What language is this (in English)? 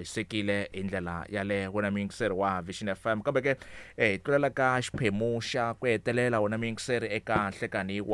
Tsonga